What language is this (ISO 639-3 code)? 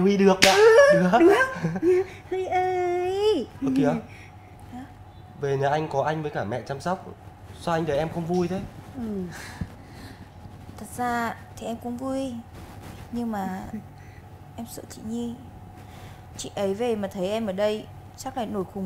vie